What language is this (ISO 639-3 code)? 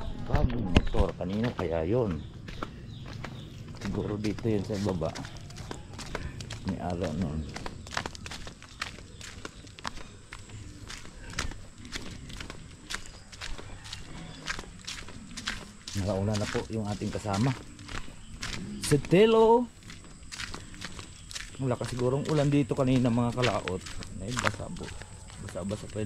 fil